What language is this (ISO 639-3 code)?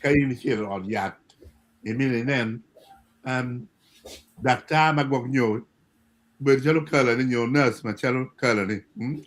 ach